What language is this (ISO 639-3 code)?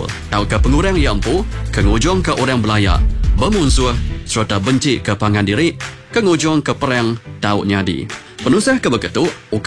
iba